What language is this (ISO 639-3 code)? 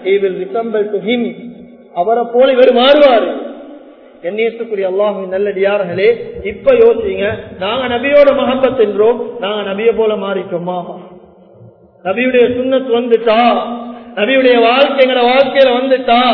tam